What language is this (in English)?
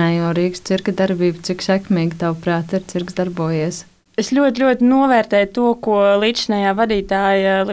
Latvian